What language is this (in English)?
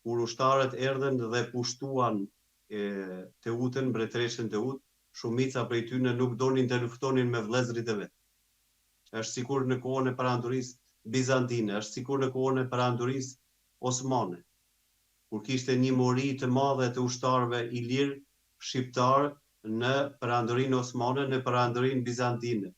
Albanian